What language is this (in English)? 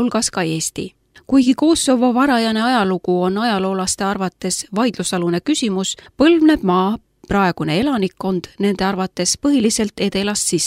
Estonian